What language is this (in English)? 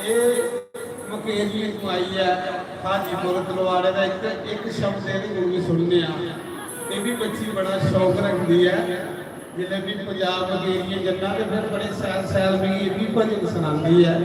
Dogri